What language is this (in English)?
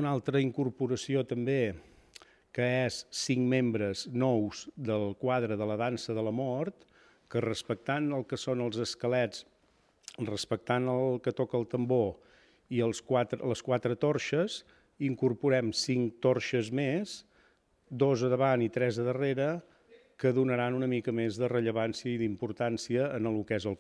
Catalan